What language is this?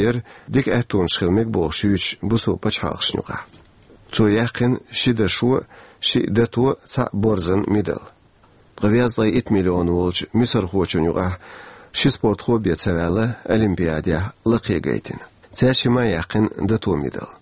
Chechen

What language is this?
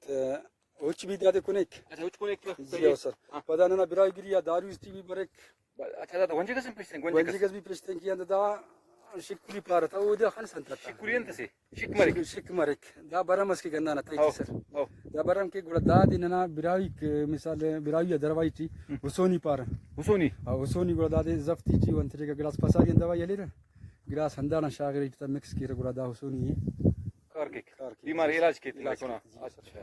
Brahui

